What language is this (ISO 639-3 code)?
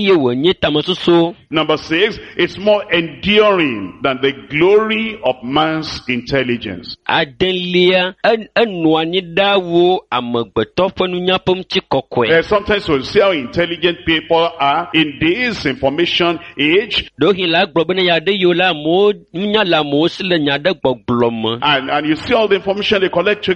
ewe